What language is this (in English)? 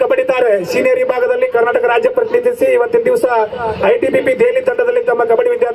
Kannada